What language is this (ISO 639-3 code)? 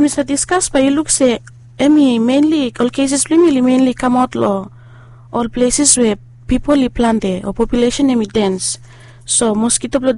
bis